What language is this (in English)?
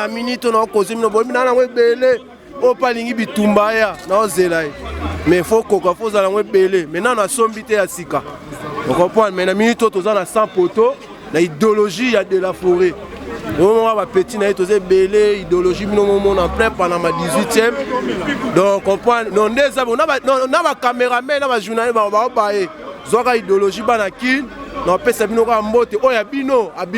Lingala